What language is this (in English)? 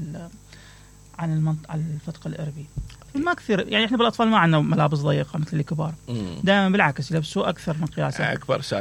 Mesopotamian Arabic